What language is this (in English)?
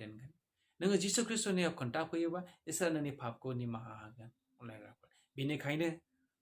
Bodo